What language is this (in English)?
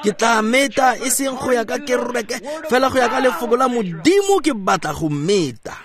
Tswana